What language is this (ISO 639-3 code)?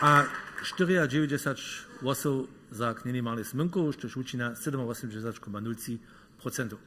hsb